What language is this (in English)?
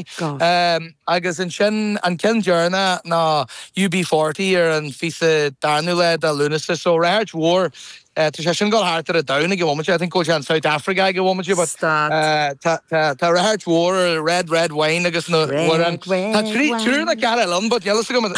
Irish